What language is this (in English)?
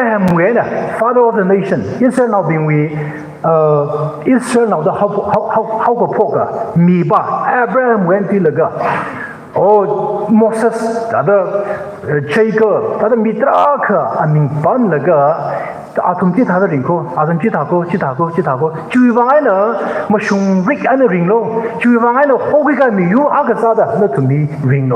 Tangkhul Naga (India)